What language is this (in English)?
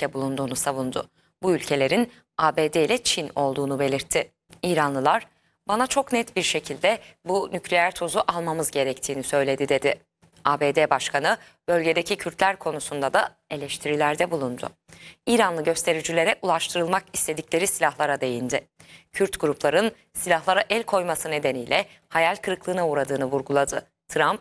Turkish